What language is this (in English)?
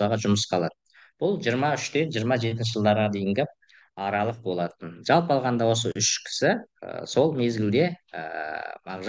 Kazakh